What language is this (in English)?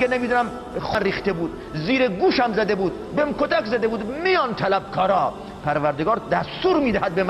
Persian